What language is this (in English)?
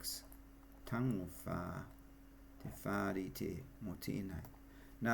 Māori